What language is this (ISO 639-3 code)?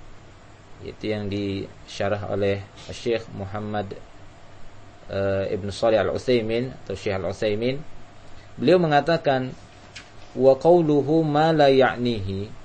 ind